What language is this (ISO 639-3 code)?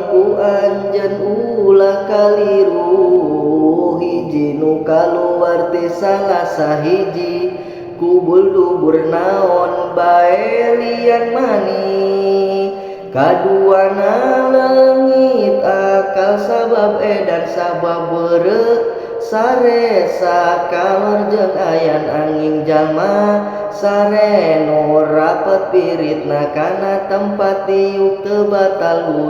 sun